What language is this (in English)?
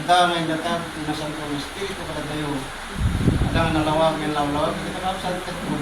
Iloko